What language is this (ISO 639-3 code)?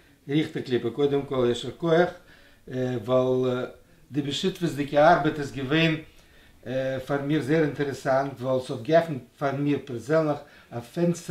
yid